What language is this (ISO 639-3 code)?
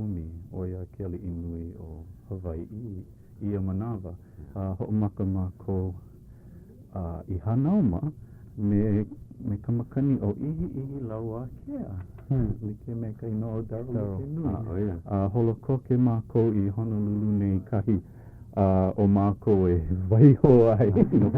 haw